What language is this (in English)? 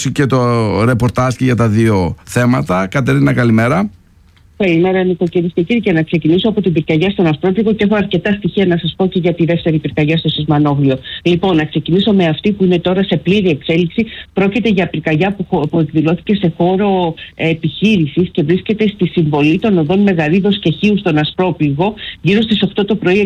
Greek